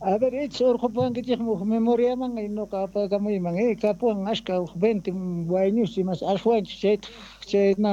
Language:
South Bolivian Quechua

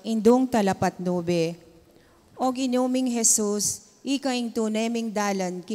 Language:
Pampanga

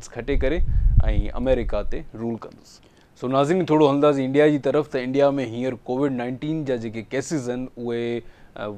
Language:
Sindhi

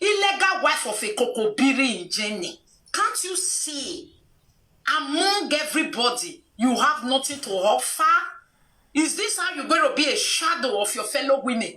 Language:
Nigerian Pidgin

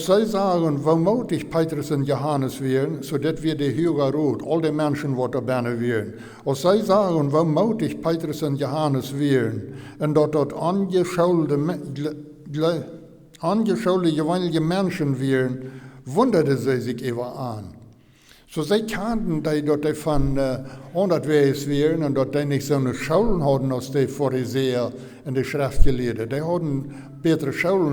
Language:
Plautdietsch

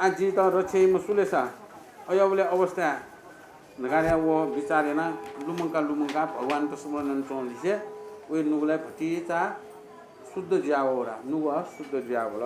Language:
Newari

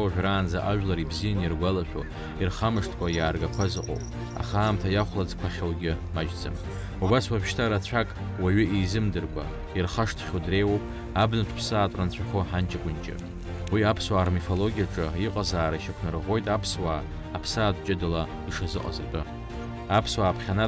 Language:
Abkhazian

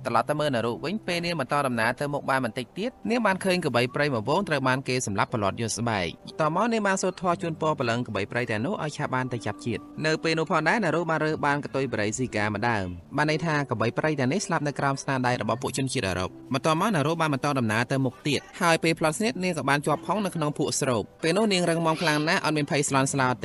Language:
Khmer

